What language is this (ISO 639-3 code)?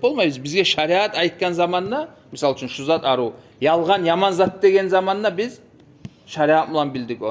kum